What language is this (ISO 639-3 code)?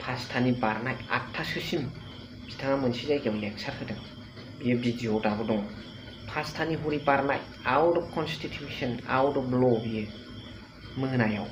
brx